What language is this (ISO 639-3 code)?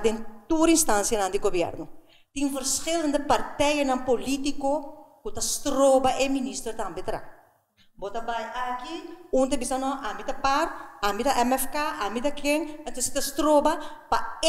pap